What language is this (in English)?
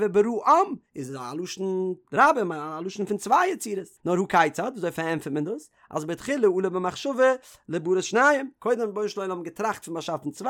Yiddish